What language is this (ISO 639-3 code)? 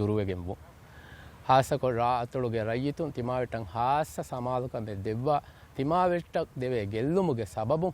div